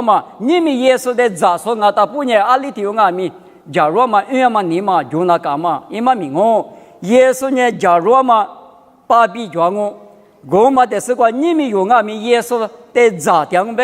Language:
Lisu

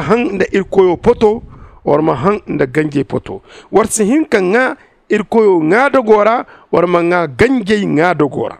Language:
Zarma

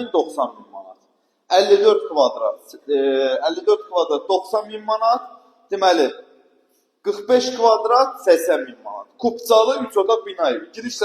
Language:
Azerbaijani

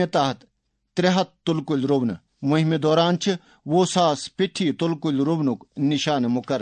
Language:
Kashmiri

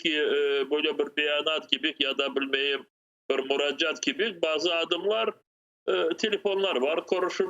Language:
Crimean Tatar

